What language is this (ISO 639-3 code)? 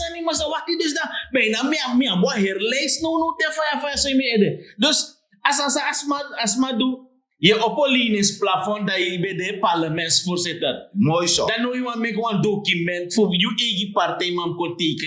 srn